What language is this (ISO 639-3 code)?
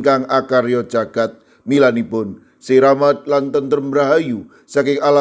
jav